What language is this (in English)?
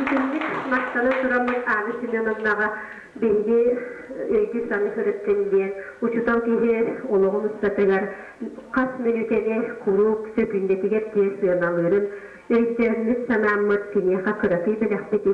Yakut